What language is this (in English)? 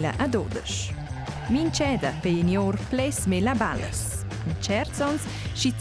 Romansh